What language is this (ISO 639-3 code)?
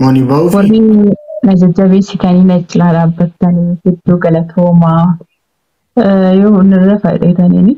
orm